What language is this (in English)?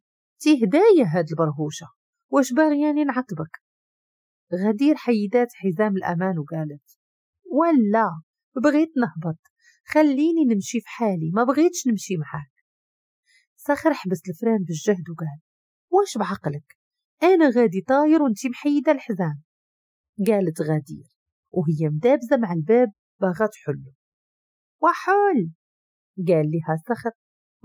Moroccan Arabic